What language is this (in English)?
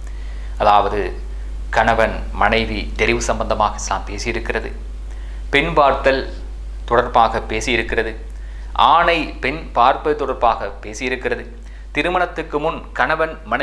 Tamil